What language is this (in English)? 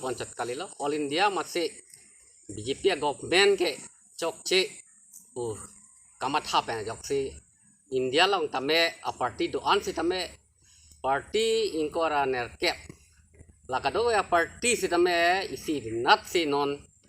Karbi